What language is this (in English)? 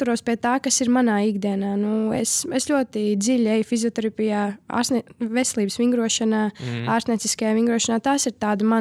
Latvian